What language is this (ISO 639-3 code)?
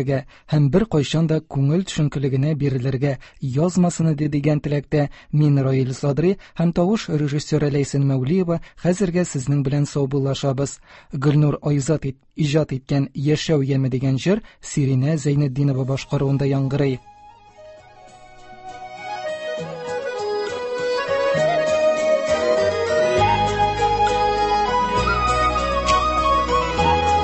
tat